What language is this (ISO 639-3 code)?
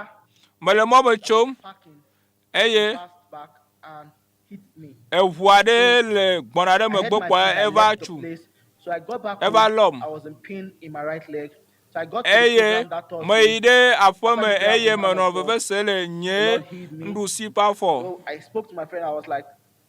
ewe